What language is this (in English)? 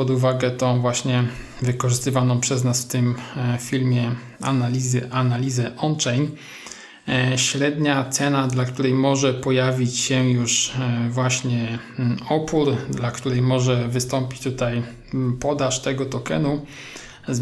Polish